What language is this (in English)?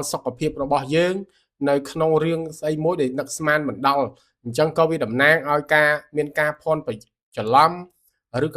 Khmer